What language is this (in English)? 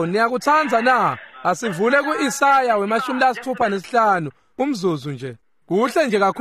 Swati